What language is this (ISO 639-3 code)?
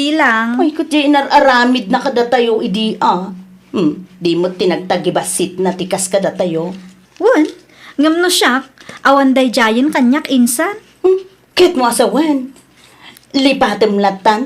ilo